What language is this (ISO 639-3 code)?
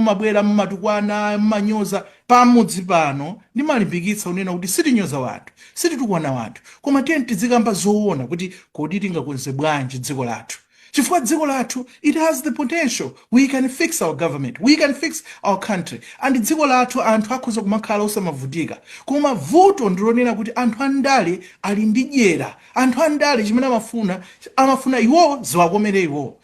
nya